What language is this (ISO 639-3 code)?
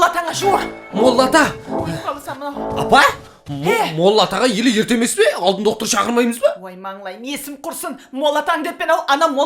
kaa